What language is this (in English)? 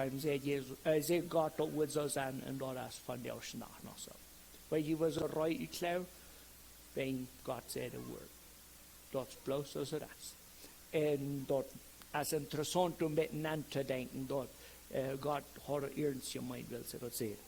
Plautdietsch